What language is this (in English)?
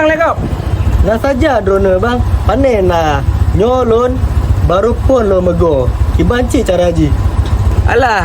Achinese